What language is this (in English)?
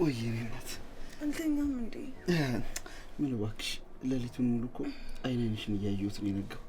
Amharic